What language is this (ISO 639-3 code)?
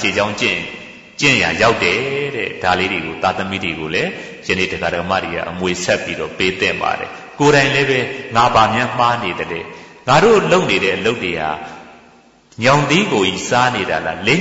mya